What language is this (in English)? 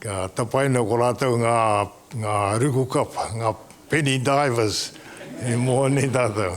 Māori